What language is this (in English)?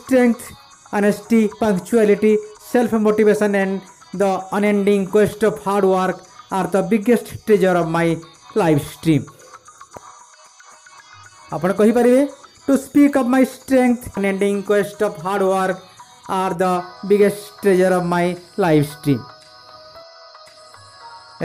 Odia